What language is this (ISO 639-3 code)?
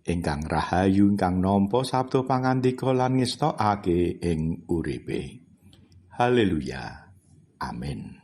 jav